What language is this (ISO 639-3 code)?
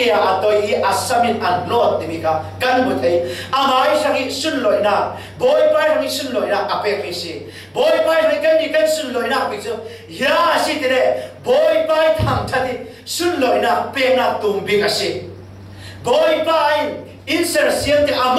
cfm